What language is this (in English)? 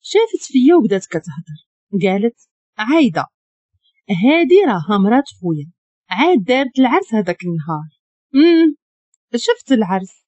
Moroccan Arabic